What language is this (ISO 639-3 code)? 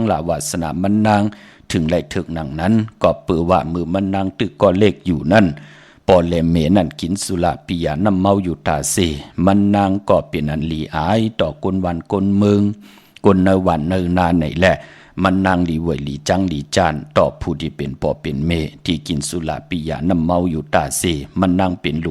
shn